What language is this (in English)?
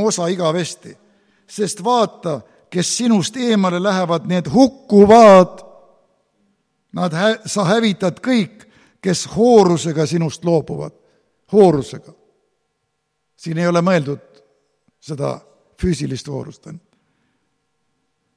Estonian